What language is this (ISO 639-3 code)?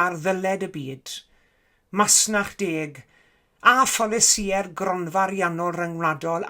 cym